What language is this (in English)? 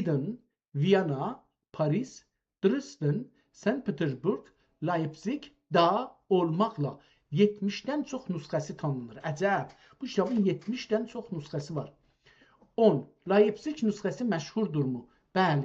South Azerbaijani